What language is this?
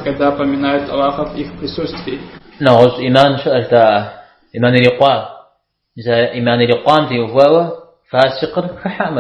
Kabardian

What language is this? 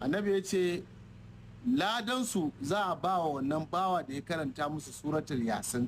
Hausa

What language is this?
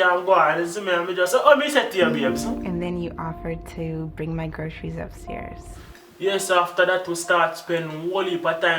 Jamaican Creole English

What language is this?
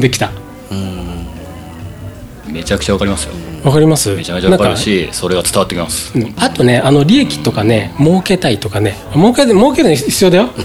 Japanese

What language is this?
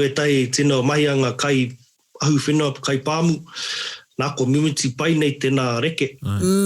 Māori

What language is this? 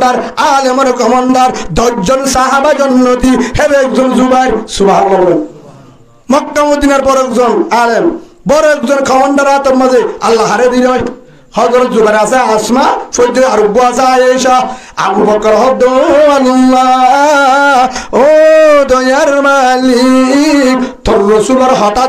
Rohingya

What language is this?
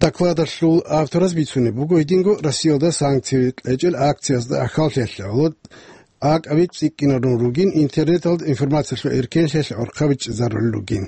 Avaric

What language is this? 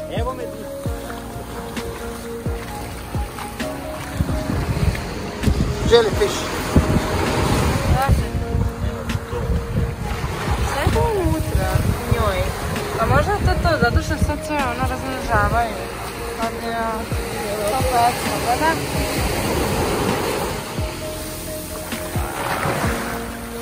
Serbian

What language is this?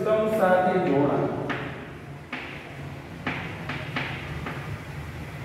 Gujarati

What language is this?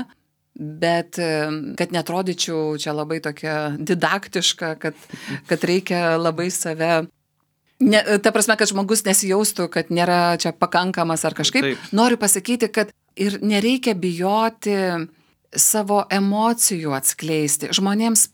Lithuanian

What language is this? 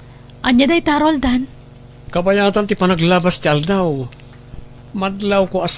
Iloko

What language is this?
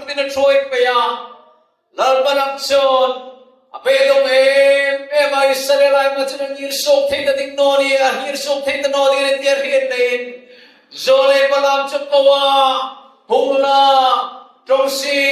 Hmar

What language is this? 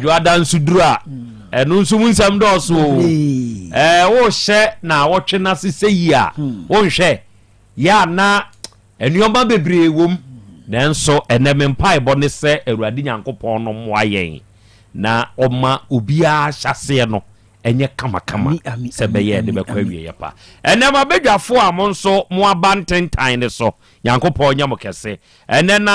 Akan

